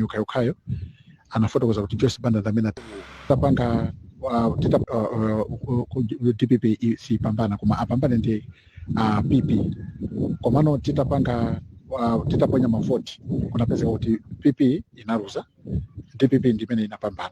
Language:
Nyanja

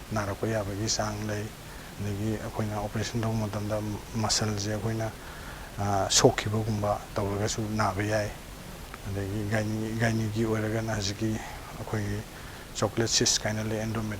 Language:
Manipuri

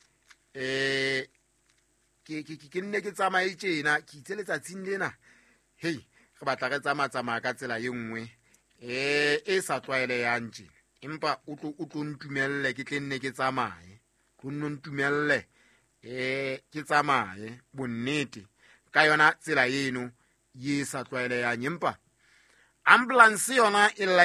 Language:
Southern Sotho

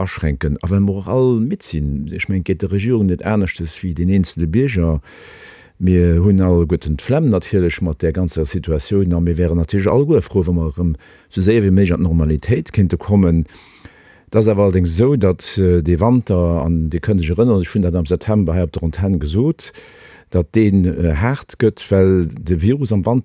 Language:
Luxembourgish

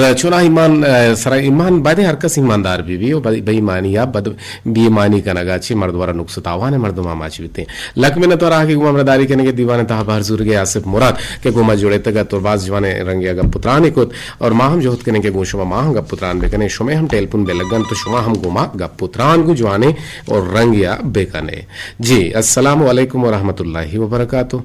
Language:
Eastern Balochi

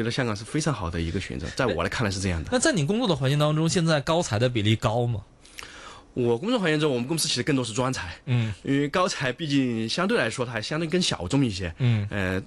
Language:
Chinese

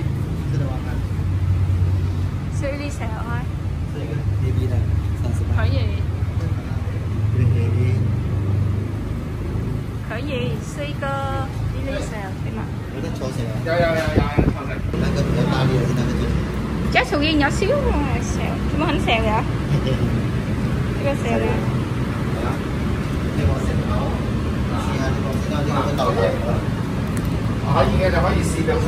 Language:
Vietnamese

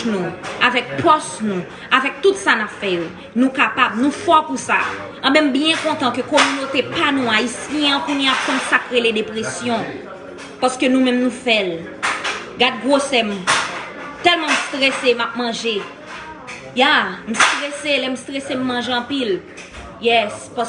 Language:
Haitian Creole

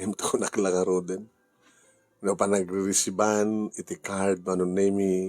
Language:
Iloko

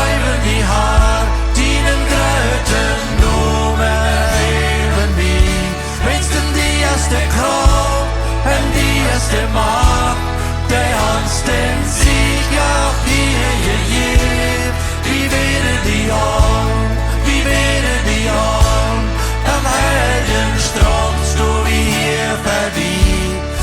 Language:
Plautdietsch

